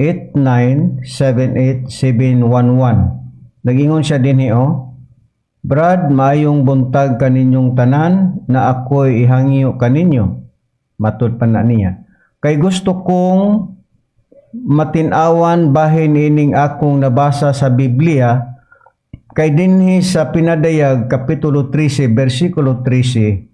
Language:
Cebuano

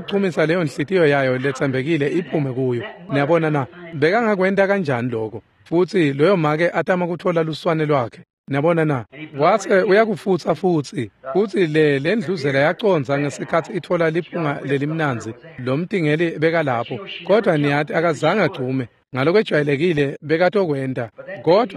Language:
Swati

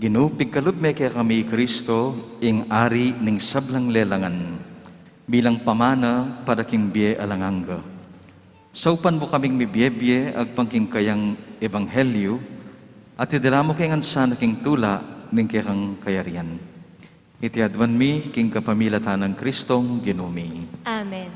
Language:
Pampanga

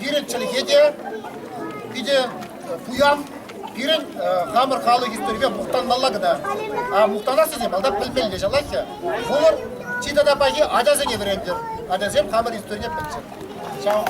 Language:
Chuvash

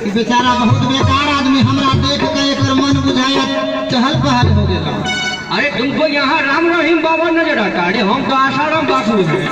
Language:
Maithili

